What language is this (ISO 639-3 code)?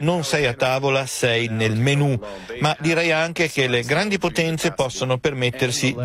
ita